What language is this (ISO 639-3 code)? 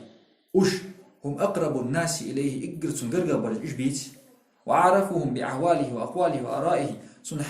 inh